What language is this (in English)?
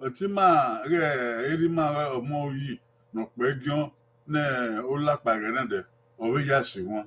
Bini